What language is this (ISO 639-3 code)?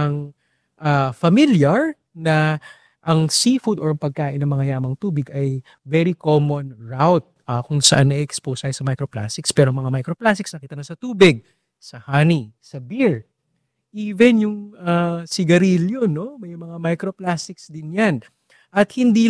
fil